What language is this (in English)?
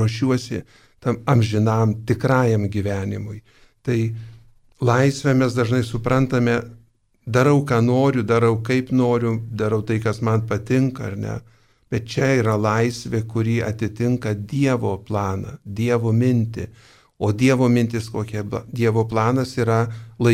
Lithuanian